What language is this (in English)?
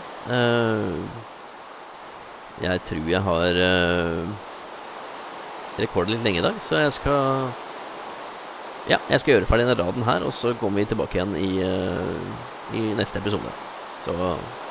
Norwegian